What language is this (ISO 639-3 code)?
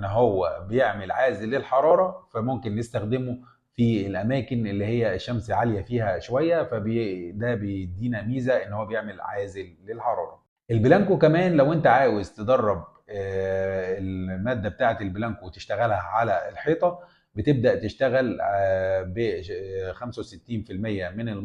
arz